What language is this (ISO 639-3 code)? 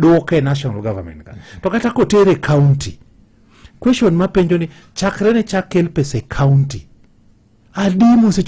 luo